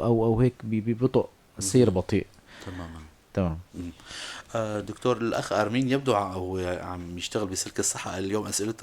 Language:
North Levantine Arabic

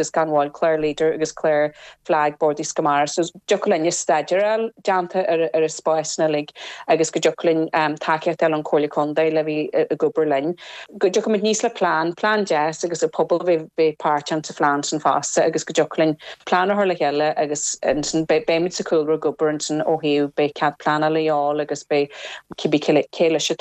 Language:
Irish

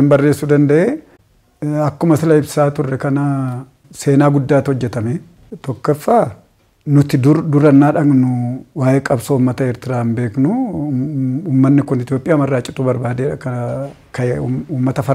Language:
Oromo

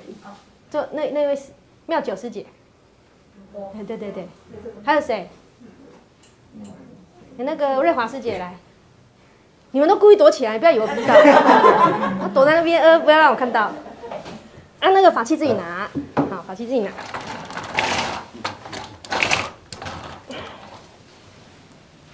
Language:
Chinese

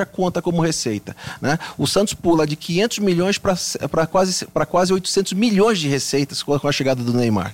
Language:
Portuguese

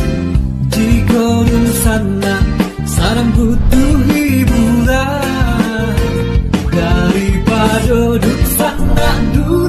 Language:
Minangkabau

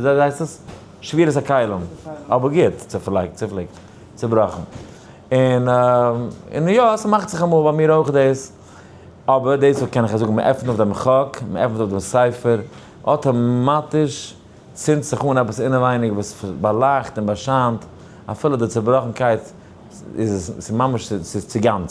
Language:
Yiddish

